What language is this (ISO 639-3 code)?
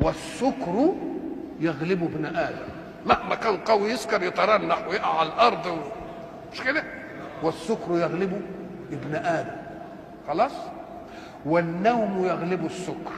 arz